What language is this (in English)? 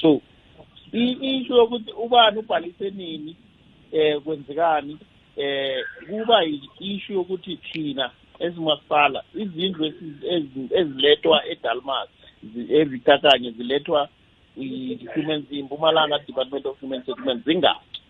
South Ndebele